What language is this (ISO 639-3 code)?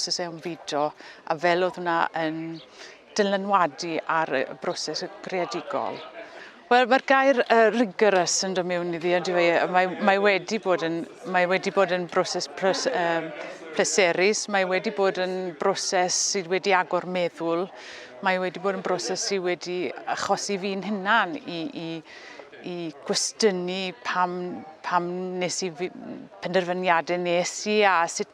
cym